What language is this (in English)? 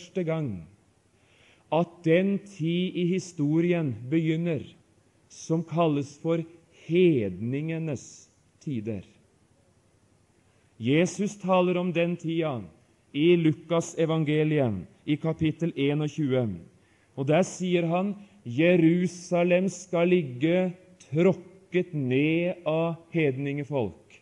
Norwegian